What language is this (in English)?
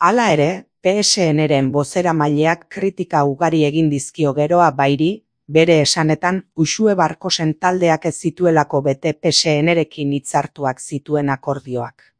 Basque